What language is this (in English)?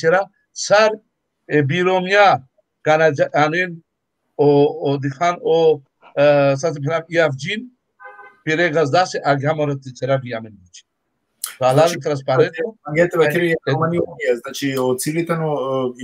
Balkan Romani